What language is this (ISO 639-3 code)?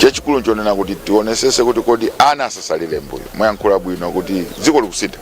nya